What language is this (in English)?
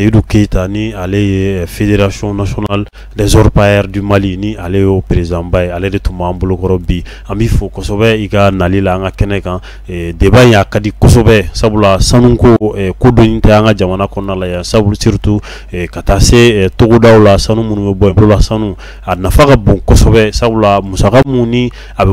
Bambara